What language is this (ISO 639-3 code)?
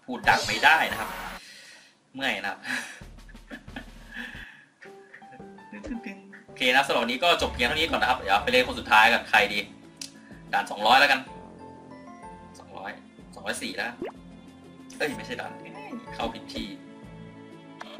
tha